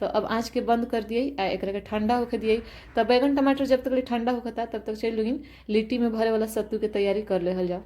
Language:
Bhojpuri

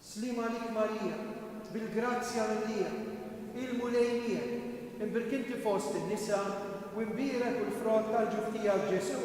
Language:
Maltese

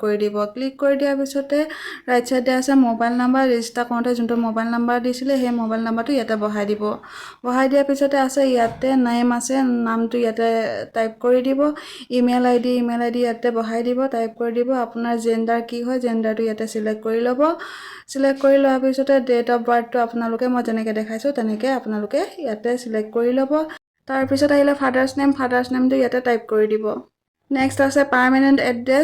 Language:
Assamese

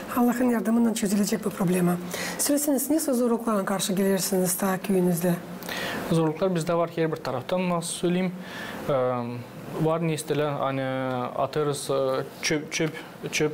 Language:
Gagauz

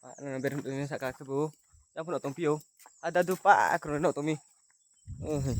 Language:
Riang (India)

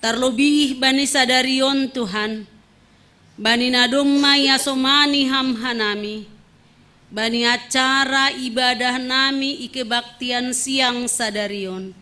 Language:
Batak Simalungun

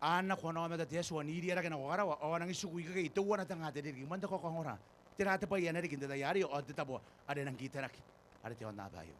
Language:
Gilbertese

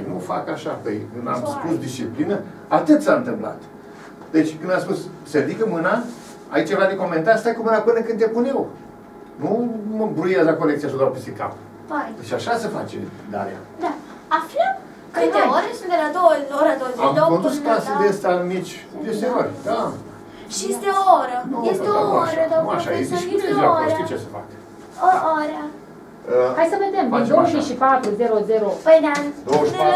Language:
Romanian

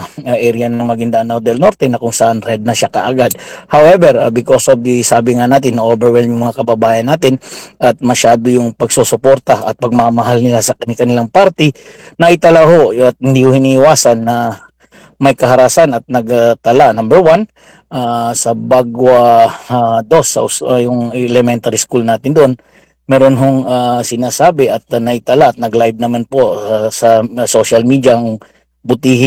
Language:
Filipino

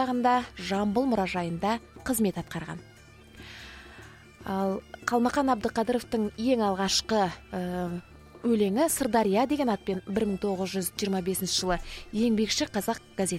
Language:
Kazakh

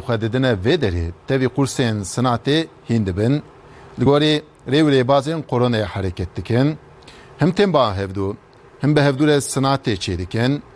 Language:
Kurdish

